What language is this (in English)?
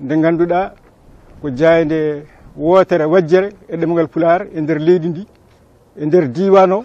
Fula